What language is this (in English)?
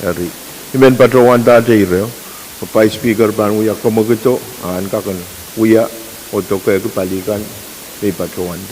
Pohnpeian